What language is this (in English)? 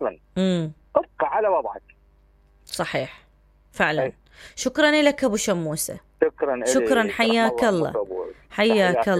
Mesopotamian Arabic